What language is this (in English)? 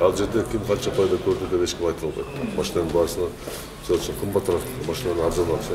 Kyrgyz